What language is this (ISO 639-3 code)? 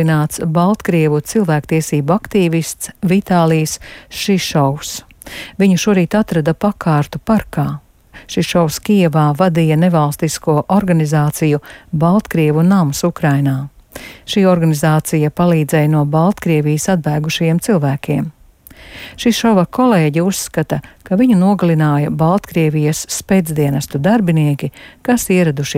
lav